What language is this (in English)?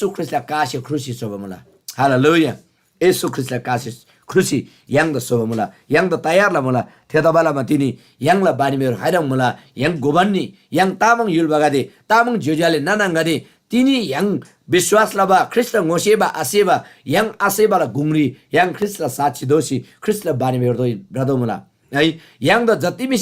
Eastern Tamang